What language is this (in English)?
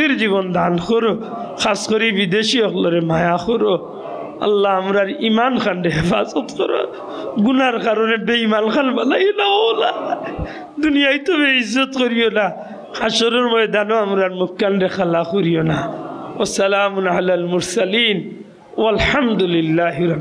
Sylheti